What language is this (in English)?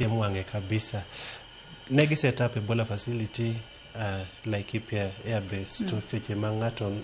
Luo (Kenya and Tanzania)